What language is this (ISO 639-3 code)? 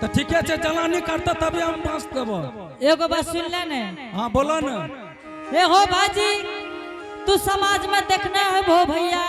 anp